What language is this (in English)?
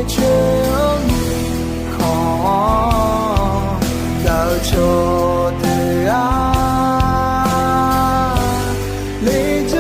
Akha